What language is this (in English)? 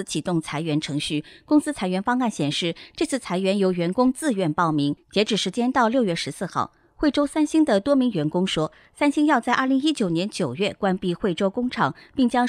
Chinese